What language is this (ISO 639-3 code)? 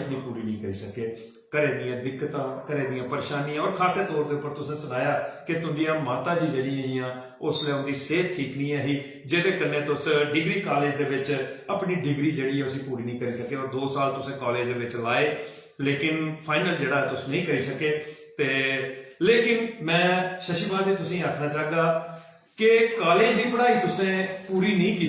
doi